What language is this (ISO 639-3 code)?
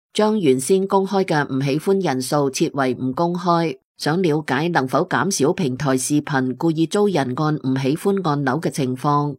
yue